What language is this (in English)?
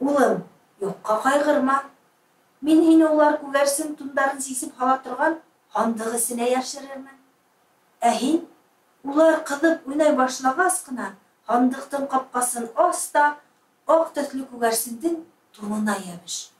Bashkir